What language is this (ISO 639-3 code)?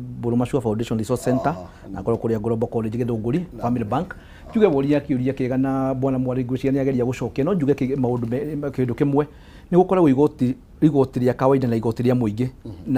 kik